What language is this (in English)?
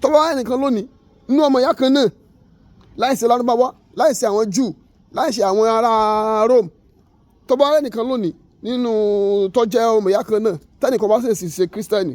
Yoruba